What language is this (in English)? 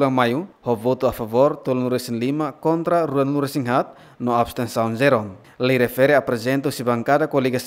Tetum